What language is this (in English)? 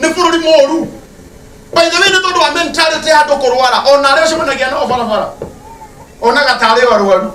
Kikuyu